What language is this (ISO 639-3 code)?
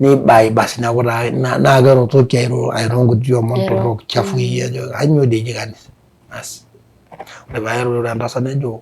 mas